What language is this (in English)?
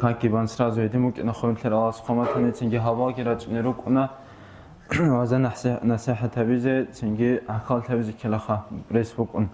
Avaric